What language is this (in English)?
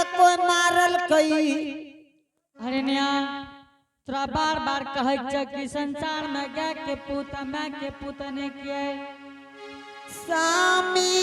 Angika